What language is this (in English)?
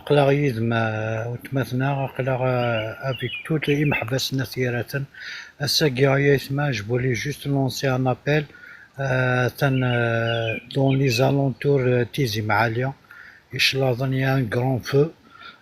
Kabyle